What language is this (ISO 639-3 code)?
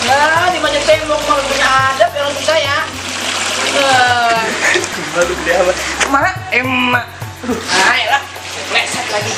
bew